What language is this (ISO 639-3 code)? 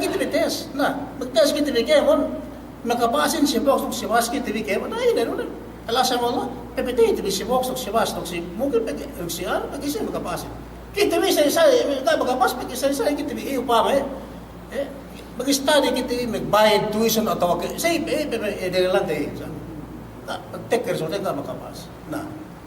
yka